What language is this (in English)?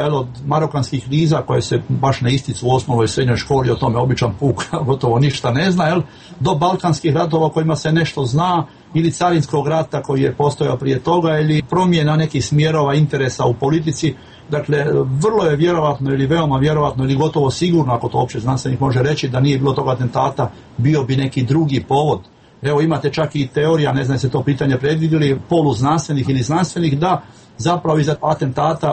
Croatian